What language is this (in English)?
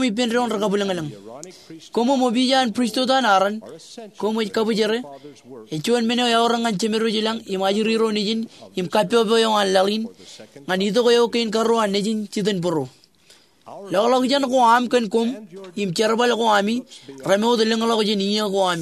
Marshallese